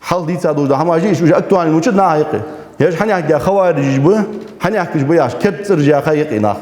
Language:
Ingush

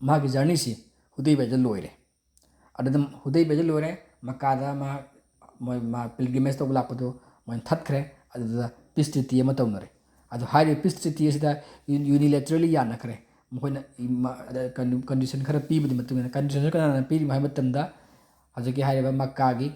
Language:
Manipuri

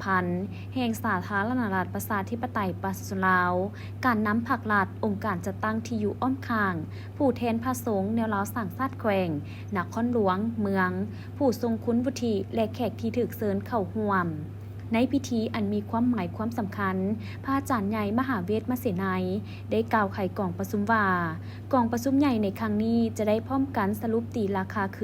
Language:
Lao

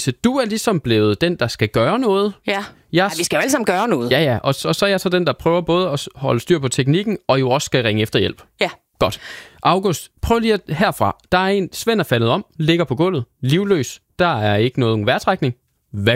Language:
Danish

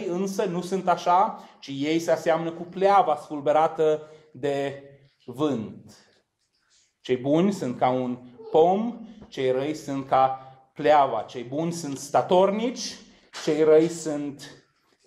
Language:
Romanian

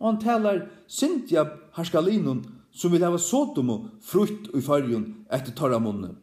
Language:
Faroese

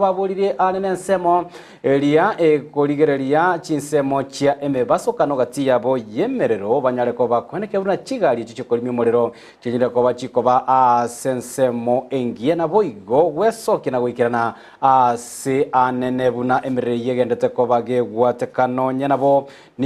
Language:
Gusii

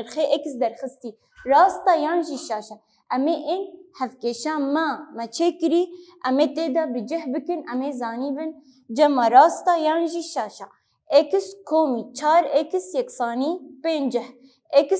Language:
Kurdish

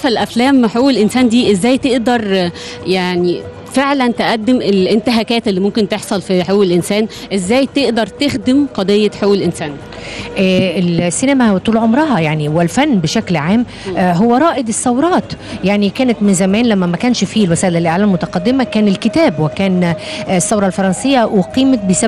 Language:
Egyptian Arabic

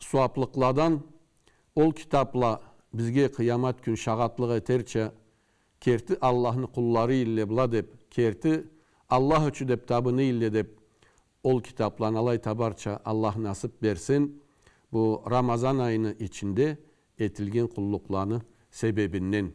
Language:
Karachay-Balkar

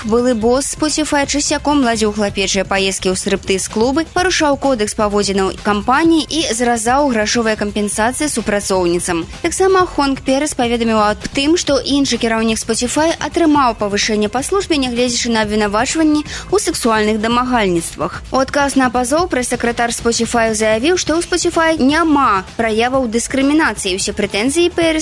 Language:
Belarusian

